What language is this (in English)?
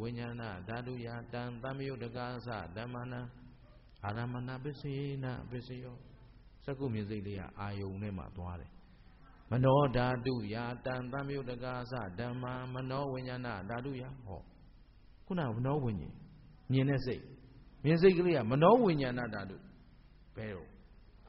Burmese